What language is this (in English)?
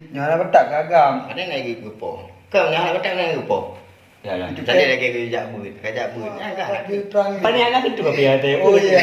Achinese